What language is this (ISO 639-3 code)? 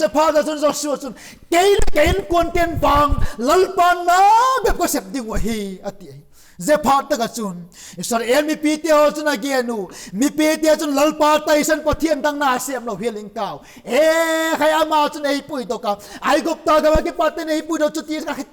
vap